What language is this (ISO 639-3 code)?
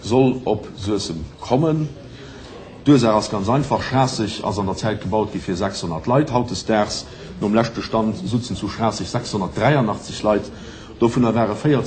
ltz